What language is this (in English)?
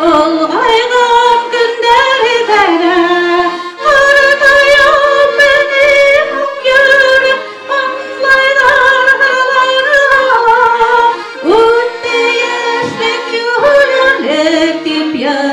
Bashkir